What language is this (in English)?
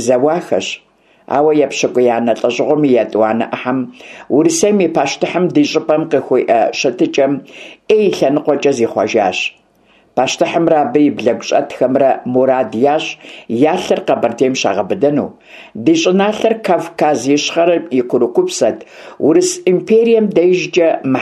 Kabardian